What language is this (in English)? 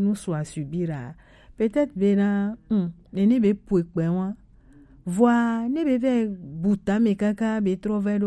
Gen